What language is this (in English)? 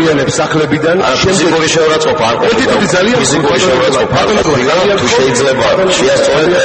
Georgian